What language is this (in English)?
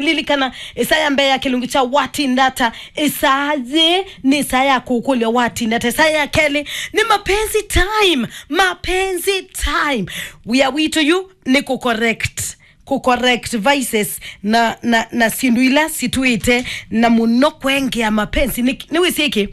Kamba